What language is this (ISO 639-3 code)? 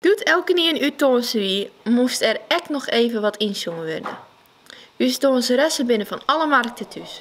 fry